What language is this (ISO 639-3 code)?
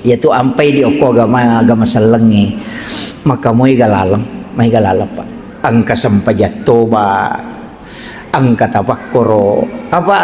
bug